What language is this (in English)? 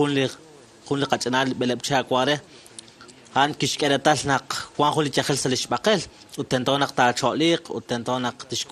Kekchí